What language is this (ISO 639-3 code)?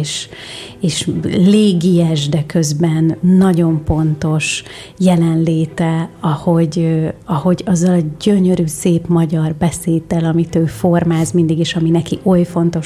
hun